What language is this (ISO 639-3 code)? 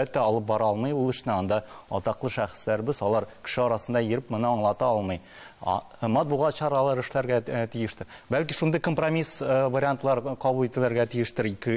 tat